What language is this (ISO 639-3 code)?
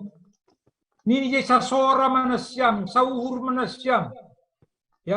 bts